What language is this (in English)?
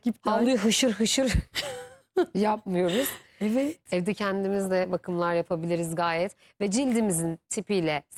Turkish